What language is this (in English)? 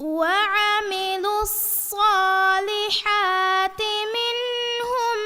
Divehi